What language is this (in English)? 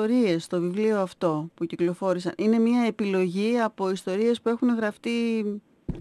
Greek